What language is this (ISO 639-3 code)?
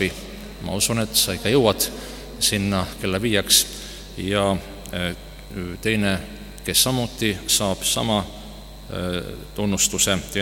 est